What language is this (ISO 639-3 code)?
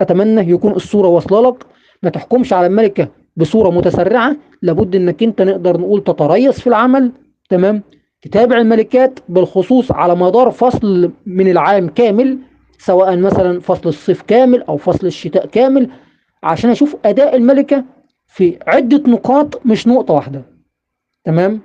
arz